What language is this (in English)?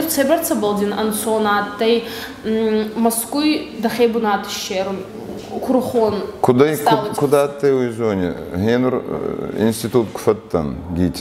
Ossetic